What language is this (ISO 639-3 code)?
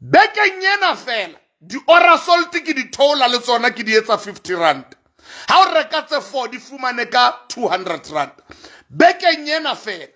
sot